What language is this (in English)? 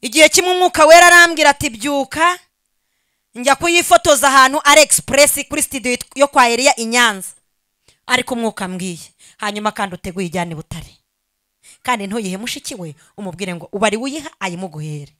Kinyarwanda